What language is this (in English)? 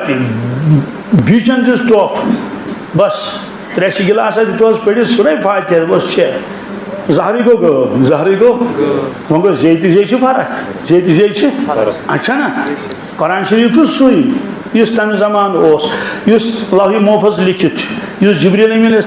Kashmiri